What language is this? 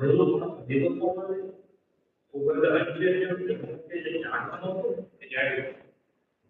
Gujarati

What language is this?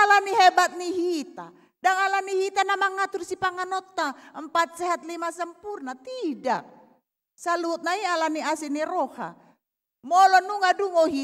Batak Toba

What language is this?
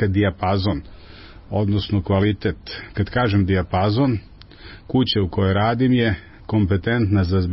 Serbian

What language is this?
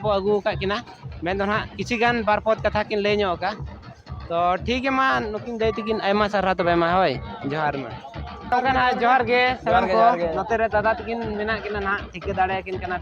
Santali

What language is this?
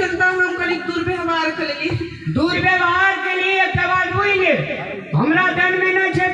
Maithili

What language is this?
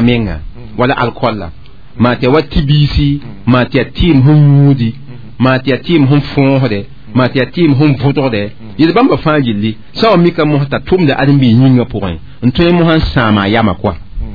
Mossi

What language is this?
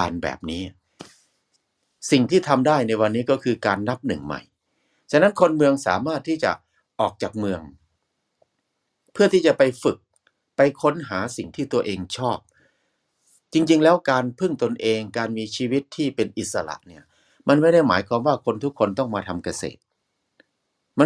Thai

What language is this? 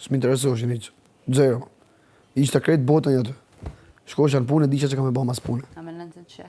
Albanian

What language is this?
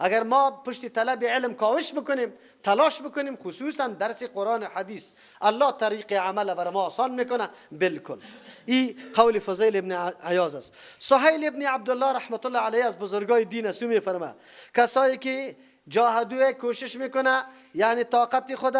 Persian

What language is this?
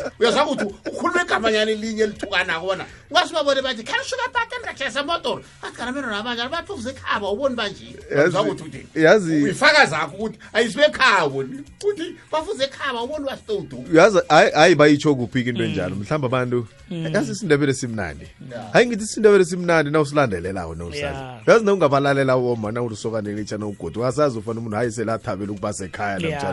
South Ndebele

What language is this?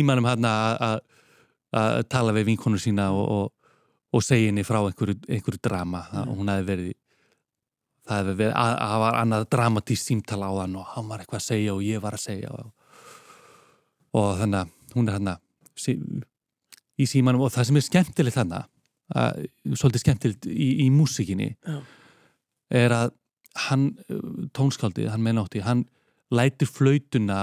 Icelandic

